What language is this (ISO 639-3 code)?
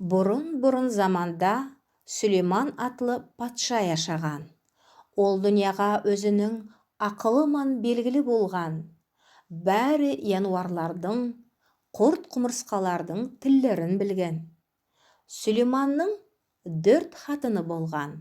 nog